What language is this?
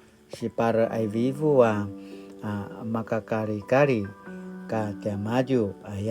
Paiwan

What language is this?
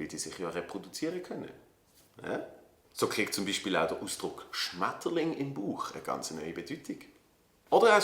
Swiss German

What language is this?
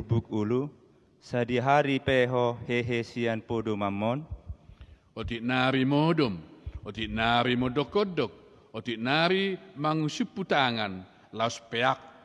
Batak Toba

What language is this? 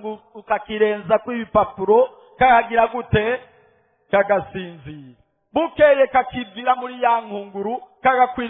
Rundi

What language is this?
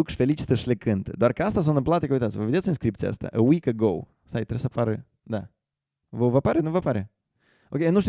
Romanian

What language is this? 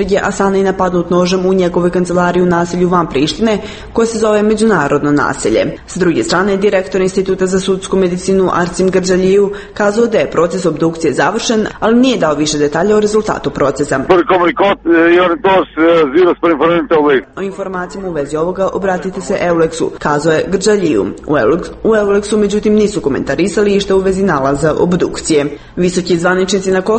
Serbian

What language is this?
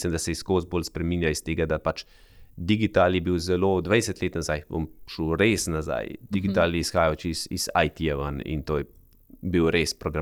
Slovenian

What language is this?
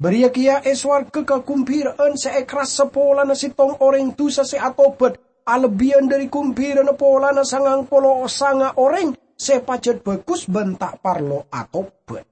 Madurese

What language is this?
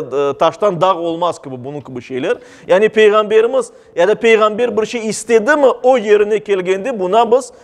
Crimean Tatar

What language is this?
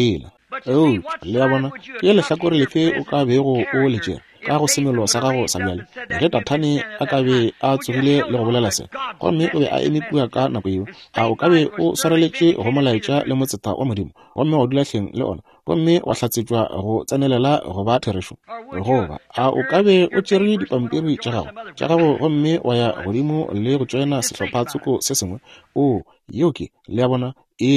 Northern Sotho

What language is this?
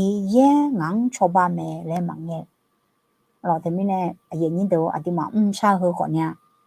Akha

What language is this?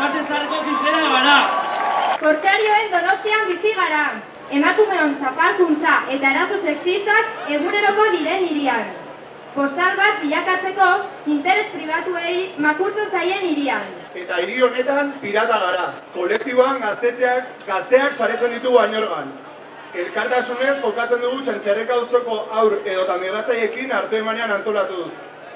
Basque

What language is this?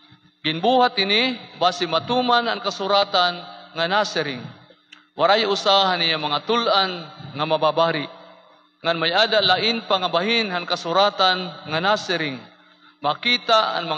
Waray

